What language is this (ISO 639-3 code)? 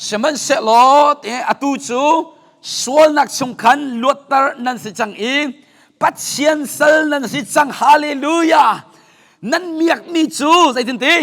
cnh